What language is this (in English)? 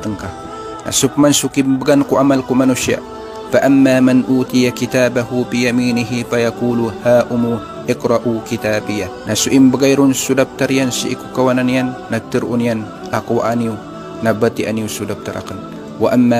Maranao